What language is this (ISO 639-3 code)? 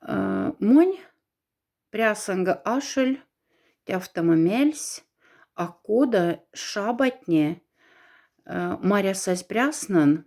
mdf